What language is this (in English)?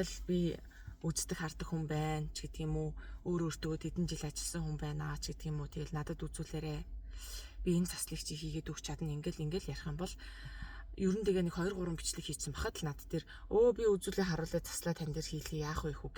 Mongolian